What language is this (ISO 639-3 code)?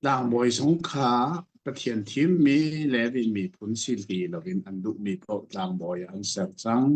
cnh